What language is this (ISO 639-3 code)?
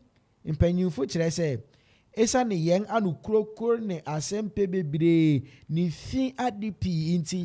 aka